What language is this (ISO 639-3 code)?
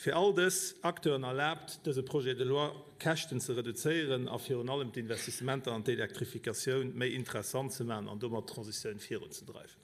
ltz